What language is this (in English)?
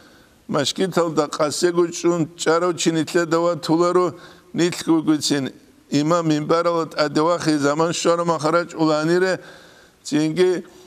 Avaric